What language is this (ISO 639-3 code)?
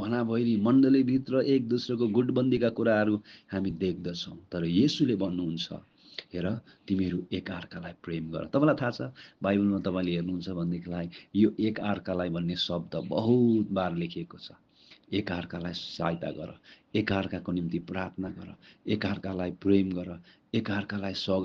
nep